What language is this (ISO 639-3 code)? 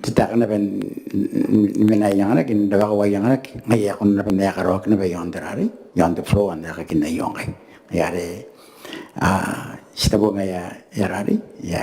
gil